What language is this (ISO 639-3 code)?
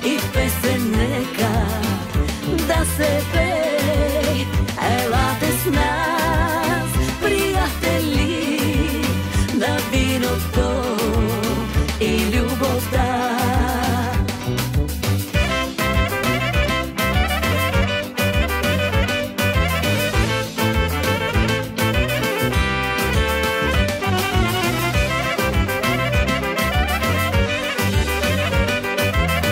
bul